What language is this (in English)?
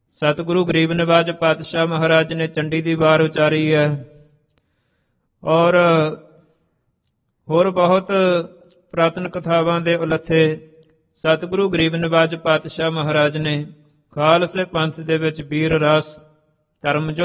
Punjabi